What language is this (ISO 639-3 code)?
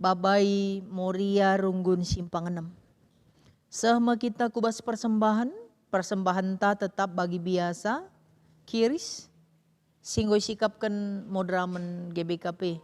btx